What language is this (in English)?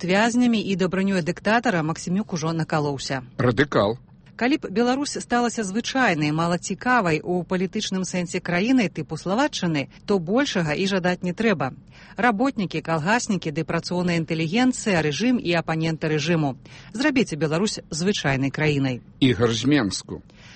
Belarusian